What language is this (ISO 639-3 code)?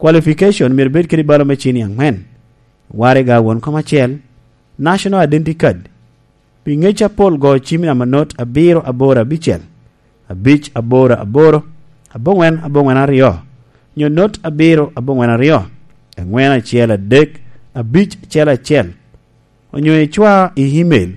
laj